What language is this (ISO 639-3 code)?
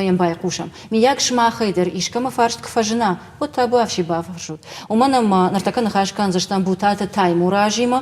oss